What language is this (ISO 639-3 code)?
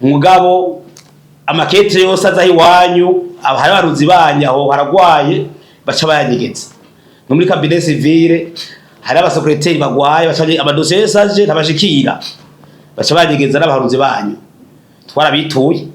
run